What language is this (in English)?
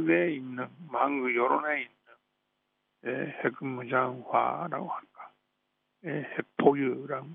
Korean